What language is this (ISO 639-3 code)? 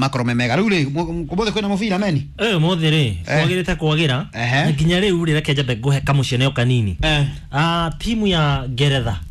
kik